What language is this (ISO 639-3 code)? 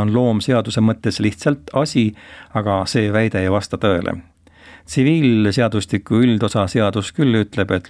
est